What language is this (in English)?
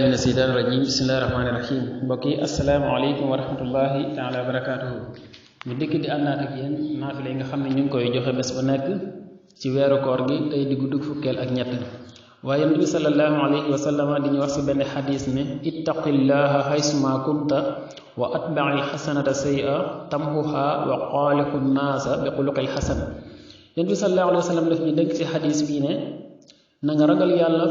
Wolof